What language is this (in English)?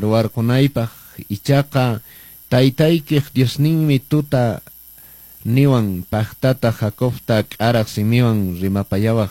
Quechua